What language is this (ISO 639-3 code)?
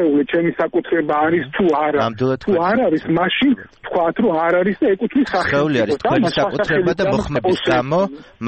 kat